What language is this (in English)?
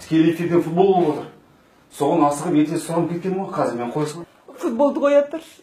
Kazakh